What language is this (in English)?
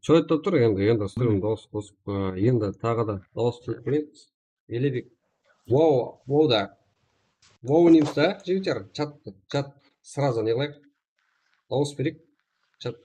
Kara-Kalpak